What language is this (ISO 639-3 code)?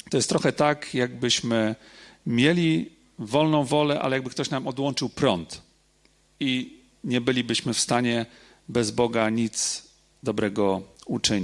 pol